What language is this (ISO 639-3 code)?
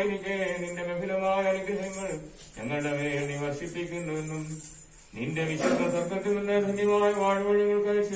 mal